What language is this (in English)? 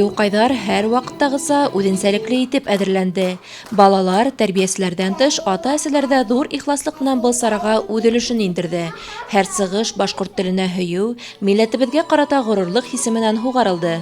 Bashkir